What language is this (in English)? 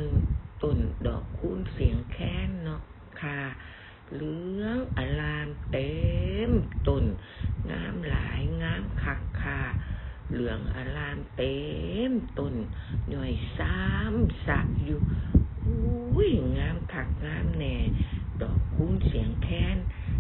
Northeastern Thai